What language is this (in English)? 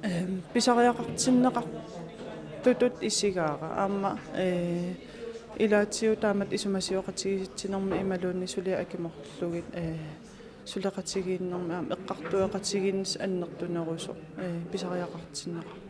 Kalaallisut